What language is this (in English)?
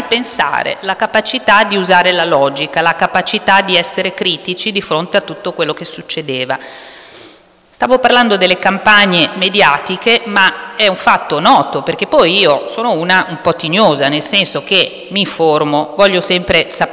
Italian